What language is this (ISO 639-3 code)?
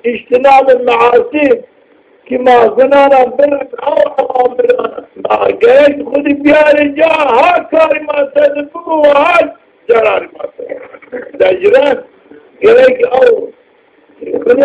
zza